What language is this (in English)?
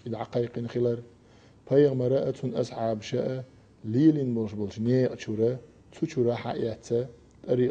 Chechen